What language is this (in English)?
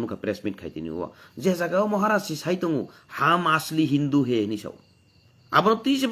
Kok Borok